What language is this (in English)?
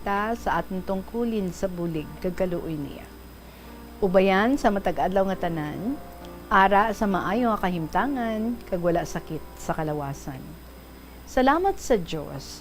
Hiligaynon